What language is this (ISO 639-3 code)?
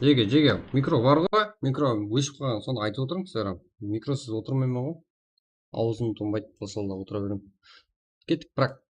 kaa